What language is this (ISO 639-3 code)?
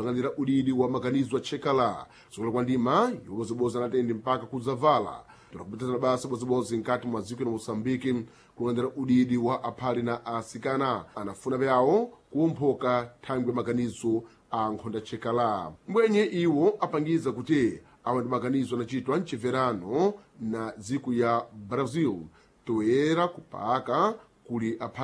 seh